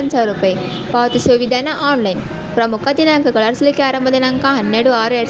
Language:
Kannada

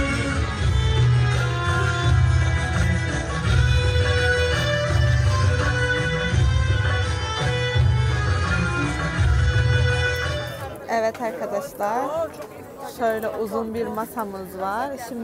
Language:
Turkish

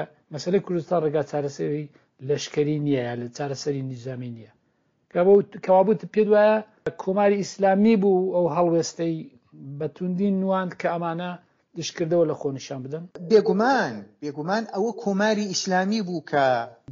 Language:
Central Kurdish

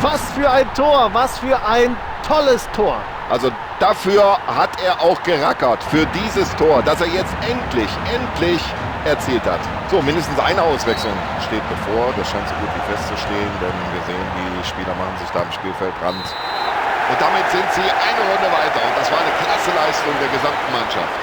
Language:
Bavarian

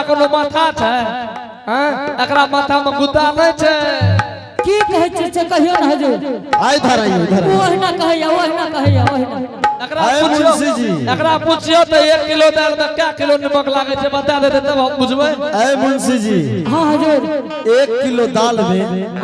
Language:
Angika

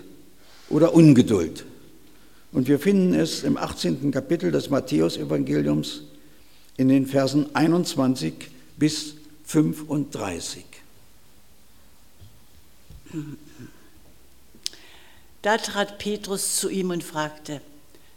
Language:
German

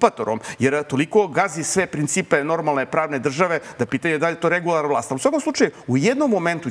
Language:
Serbian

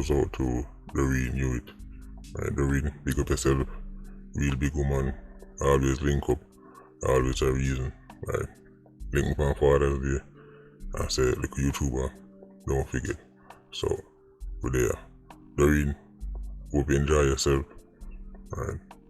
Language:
Jamaican Creole English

